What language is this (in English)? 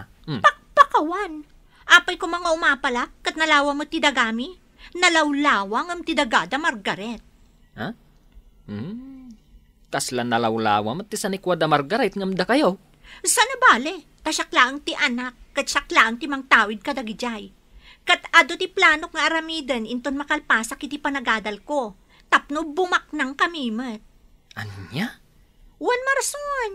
Iloko